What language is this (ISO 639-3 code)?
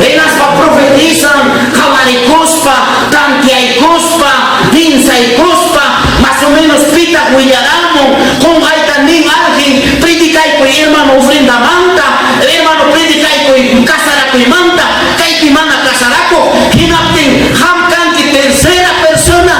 quy